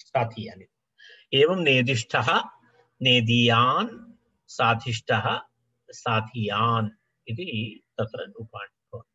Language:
Sanskrit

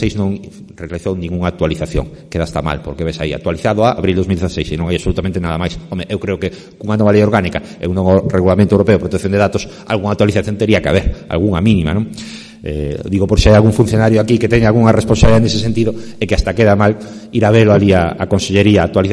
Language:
Galician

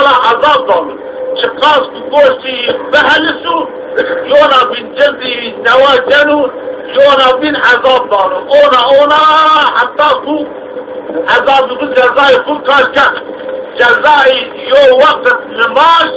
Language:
Zaza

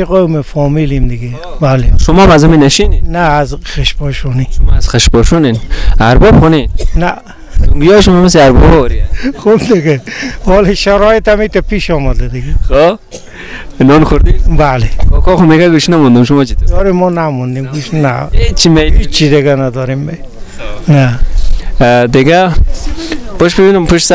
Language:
Persian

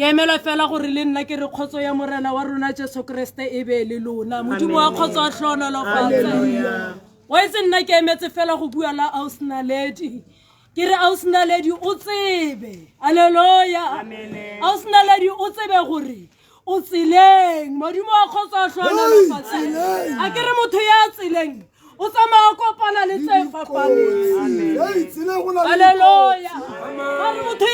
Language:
Tswana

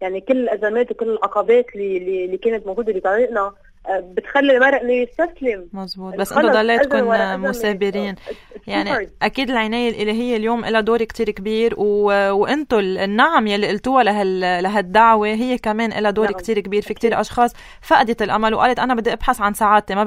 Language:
North Levantine Arabic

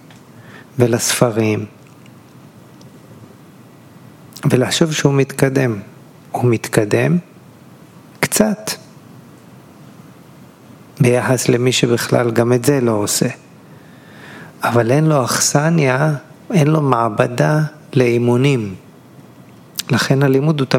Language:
Hebrew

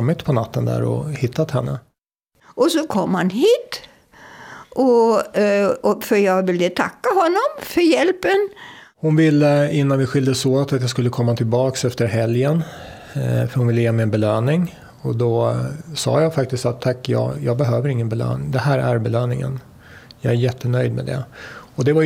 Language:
Swedish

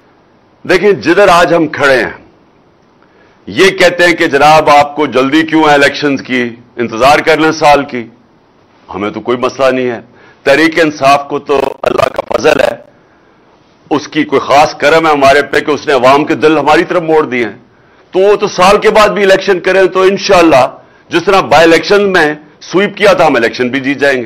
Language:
Urdu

